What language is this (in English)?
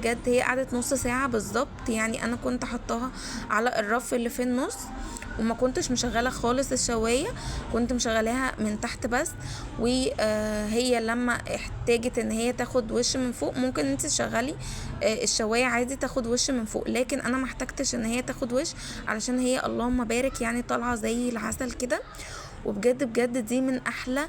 Egyptian Arabic